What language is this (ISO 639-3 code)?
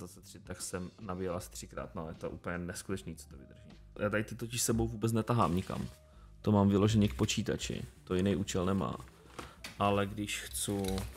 ces